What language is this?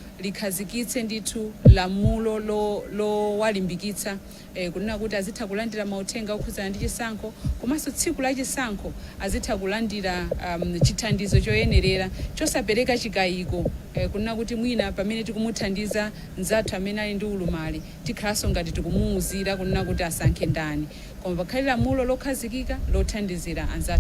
Nyanja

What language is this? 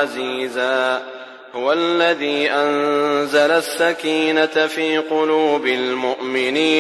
Arabic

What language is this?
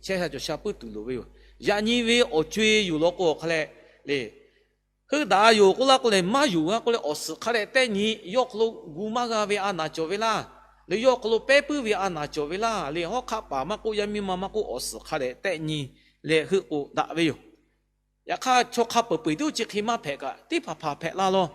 Lahu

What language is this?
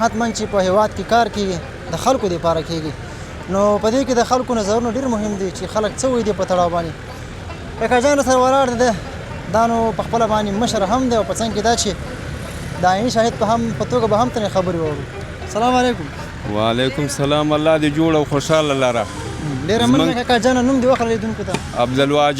Pashto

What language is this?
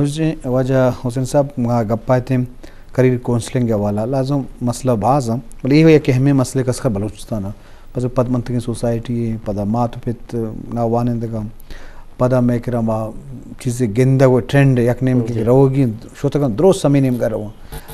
Eastern Balochi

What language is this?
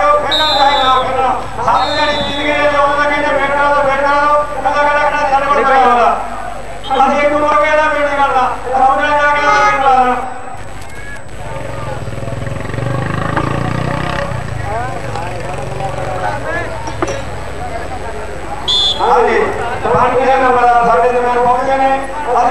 Punjabi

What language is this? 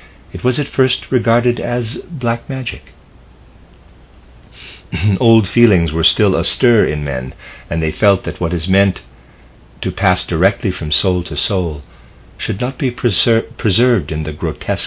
English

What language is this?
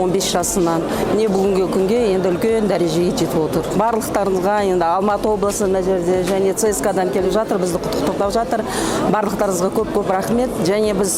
Kazakh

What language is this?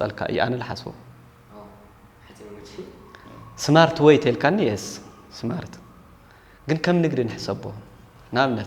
Tigrinya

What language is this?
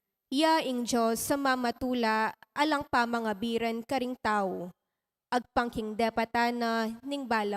Pampanga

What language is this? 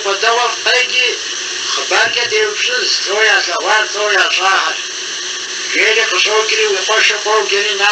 Kabardian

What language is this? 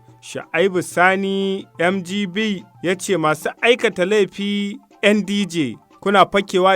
Hausa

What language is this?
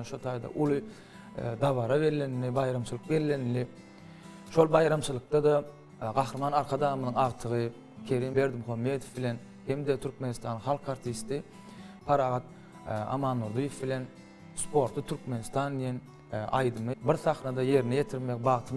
Turkmen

